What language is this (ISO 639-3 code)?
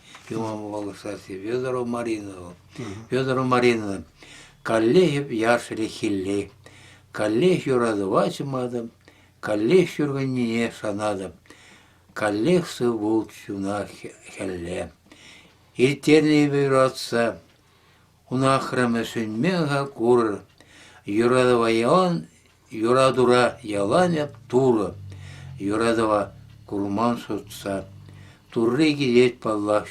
chv